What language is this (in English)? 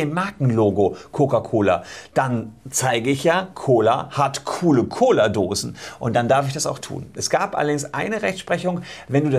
German